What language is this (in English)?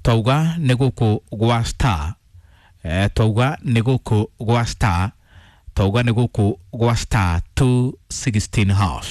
Kikuyu